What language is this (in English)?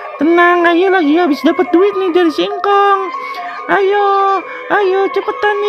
Betawi